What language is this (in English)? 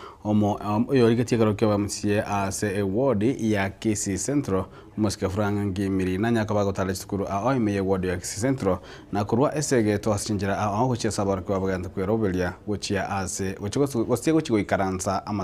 Gusii